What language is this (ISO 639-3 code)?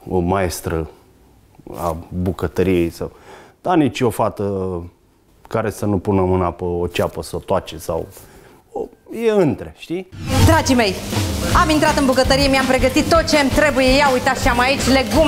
ron